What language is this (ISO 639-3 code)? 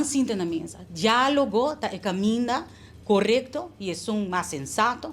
pap